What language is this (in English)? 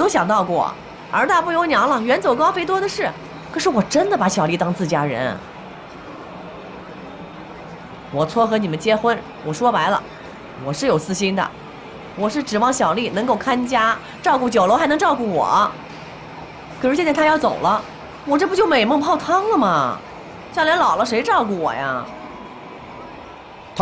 Chinese